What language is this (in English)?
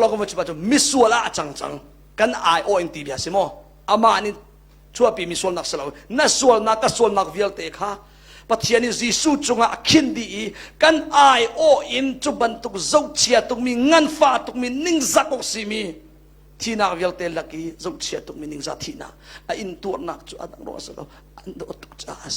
Hakha Chin